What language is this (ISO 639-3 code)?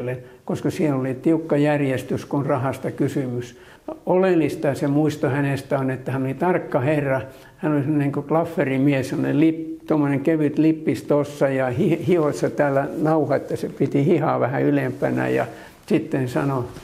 fin